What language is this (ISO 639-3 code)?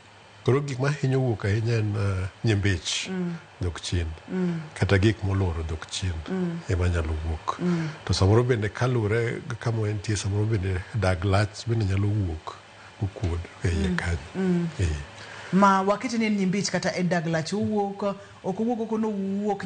luo